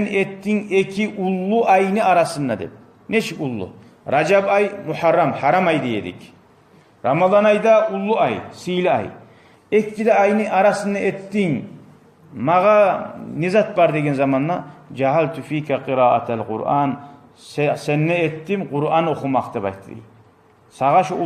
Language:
Kumyk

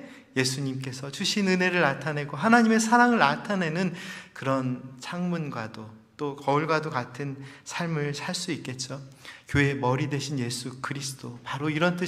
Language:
Korean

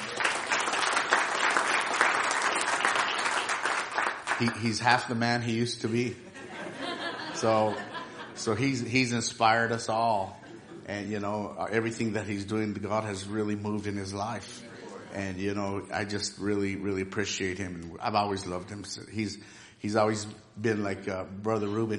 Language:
English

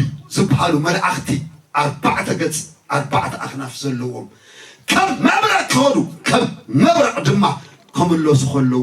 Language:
Tigrinya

